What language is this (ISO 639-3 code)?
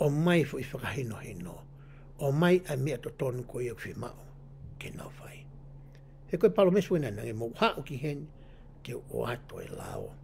ton